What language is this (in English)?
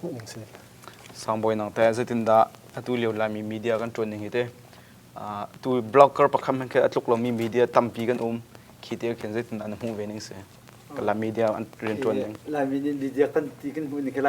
Hakha Chin